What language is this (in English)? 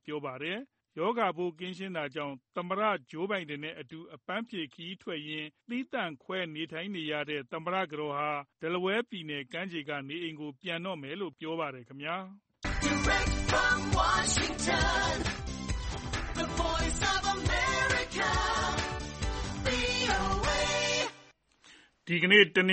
Burmese